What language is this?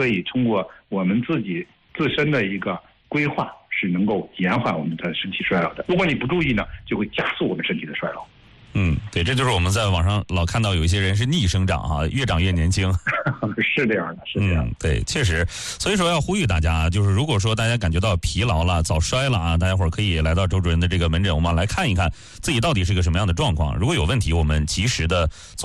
Chinese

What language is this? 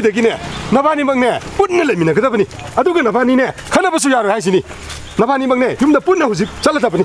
Manipuri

